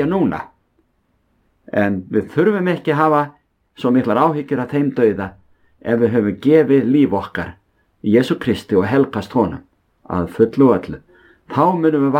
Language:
Icelandic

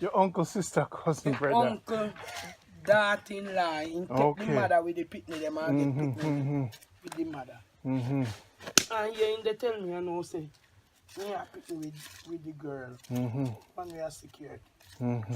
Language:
Jamaican Creole English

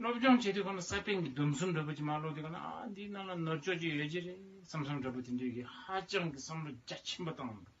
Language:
Tibetan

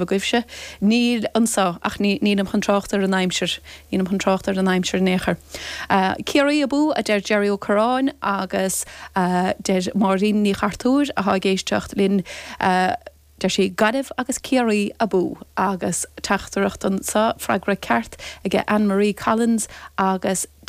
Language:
Irish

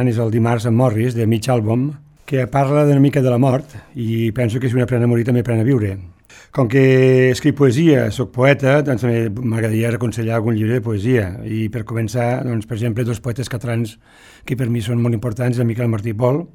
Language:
Catalan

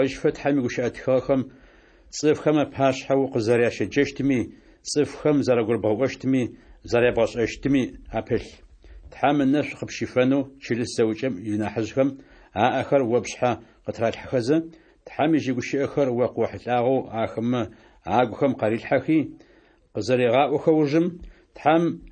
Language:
Adyghe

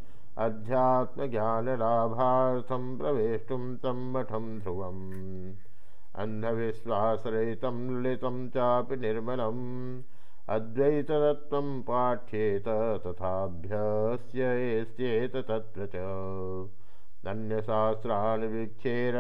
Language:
Sanskrit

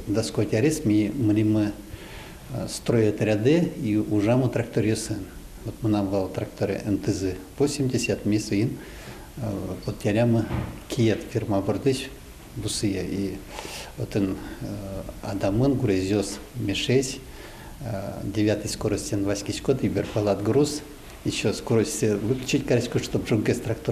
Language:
Udmurt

